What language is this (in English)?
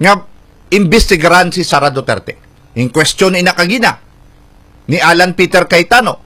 Hiligaynon